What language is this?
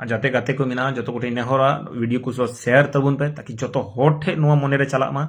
Santali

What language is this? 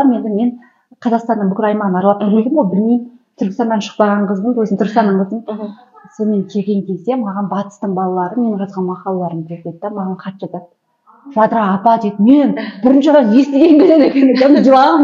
Kazakh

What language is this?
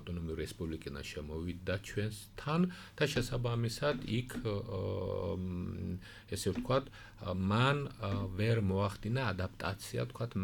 Georgian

